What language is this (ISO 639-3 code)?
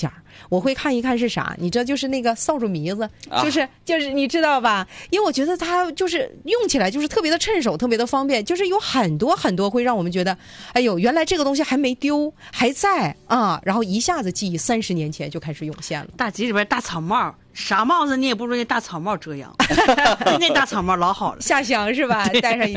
zho